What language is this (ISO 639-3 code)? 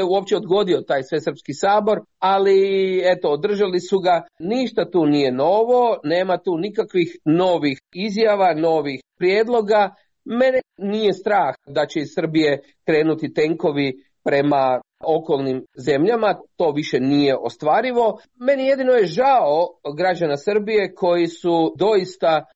hrv